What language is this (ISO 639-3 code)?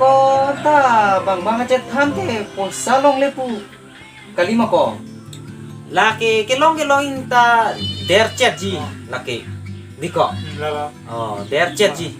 mjw